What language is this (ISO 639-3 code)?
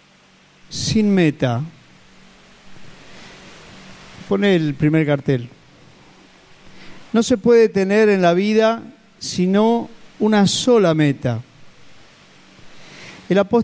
spa